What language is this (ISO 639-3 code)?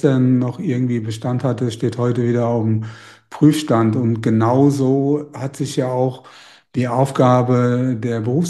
deu